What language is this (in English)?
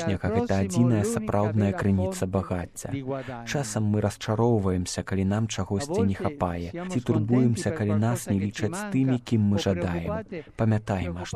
Belarusian